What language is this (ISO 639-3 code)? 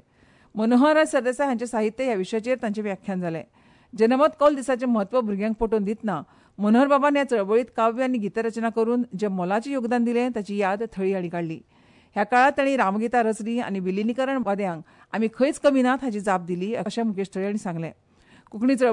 kok